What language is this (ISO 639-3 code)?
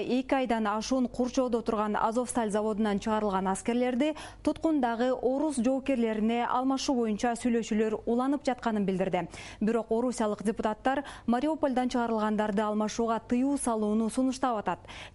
kir